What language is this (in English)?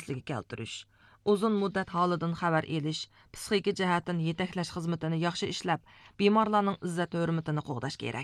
Uyghur